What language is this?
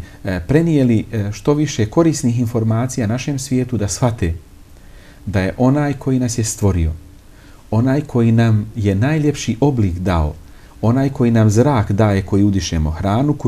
Bosnian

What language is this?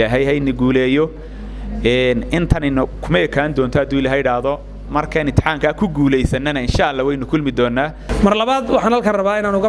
Somali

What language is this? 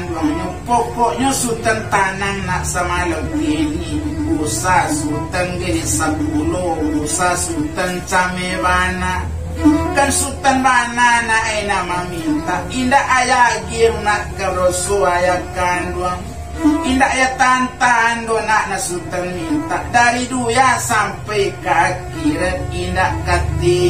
Minangkabau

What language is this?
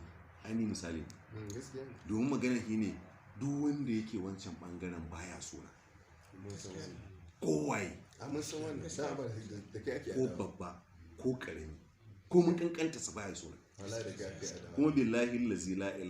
Hausa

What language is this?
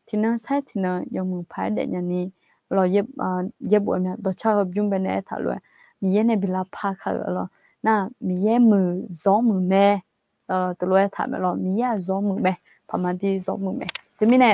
Akha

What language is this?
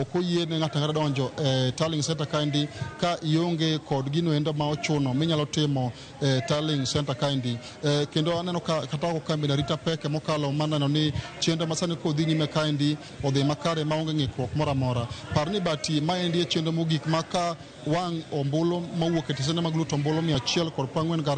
Luo (Kenya and Tanzania)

